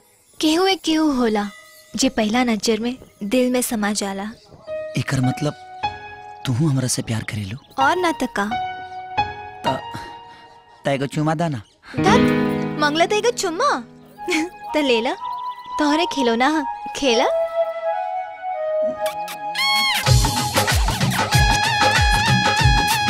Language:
Bhojpuri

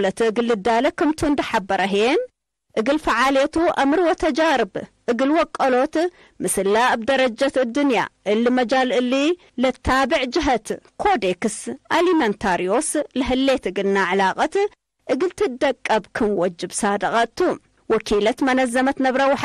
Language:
Tigre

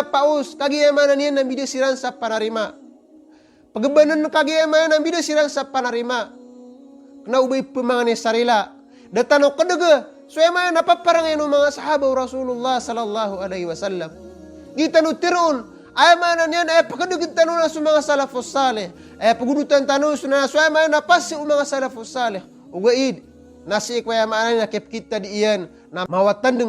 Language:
Maranao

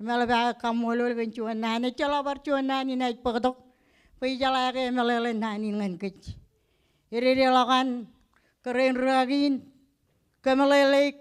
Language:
Marshallese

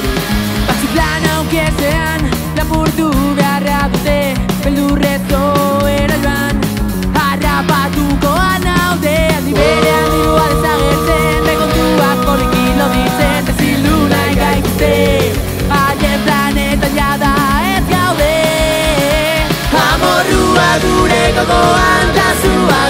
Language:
Basque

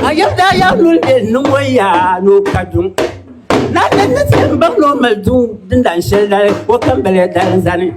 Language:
Dagbani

